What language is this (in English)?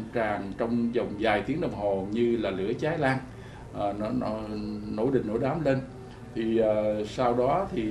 Vietnamese